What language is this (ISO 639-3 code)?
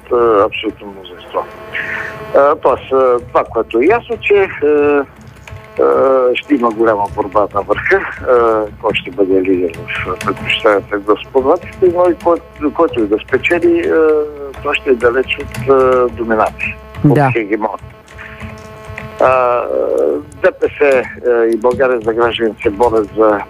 bul